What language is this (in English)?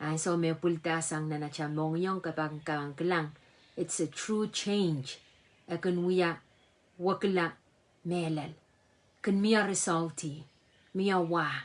Pohnpeian